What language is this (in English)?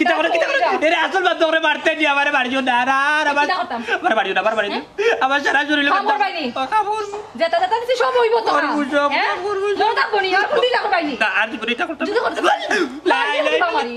Sylheti